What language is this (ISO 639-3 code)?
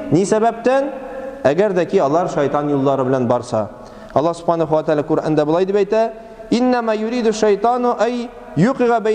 tat